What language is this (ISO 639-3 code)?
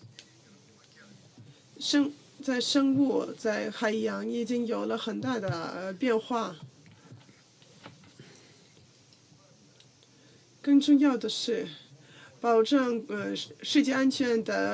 zho